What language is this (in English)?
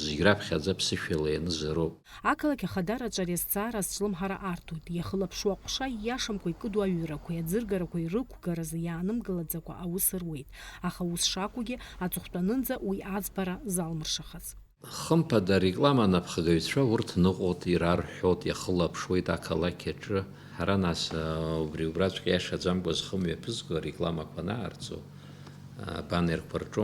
Abkhazian